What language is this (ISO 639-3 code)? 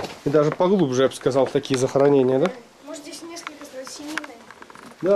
rus